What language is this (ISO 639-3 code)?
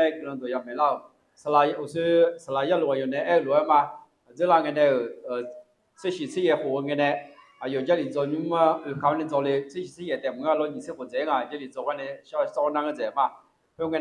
ahk